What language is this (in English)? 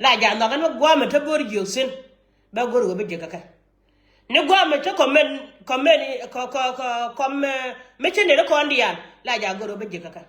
Nuer